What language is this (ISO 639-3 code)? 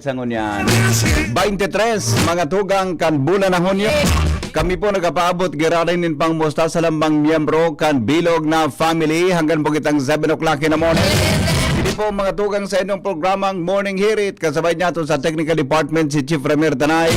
bik